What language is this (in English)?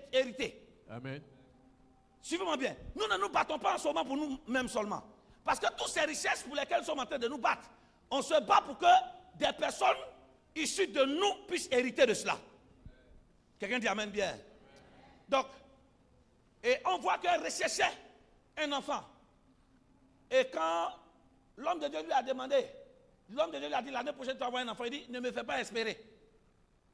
French